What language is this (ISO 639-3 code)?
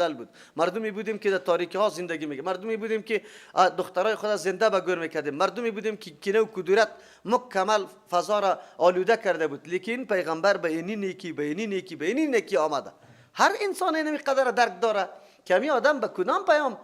fas